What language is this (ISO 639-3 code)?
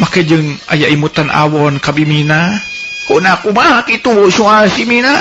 sun